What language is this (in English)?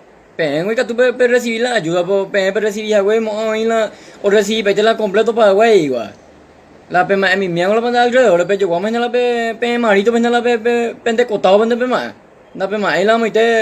Guarani